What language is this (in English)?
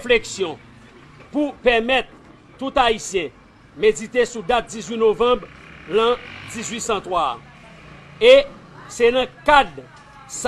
Haitian Creole